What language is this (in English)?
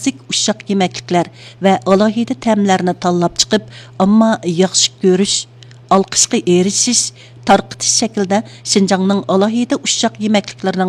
Uyghur